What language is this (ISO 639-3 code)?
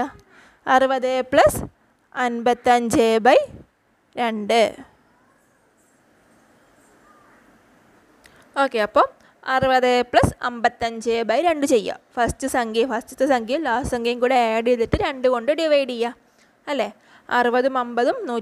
mal